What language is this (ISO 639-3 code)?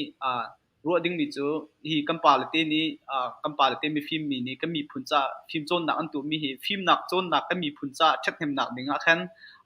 cnh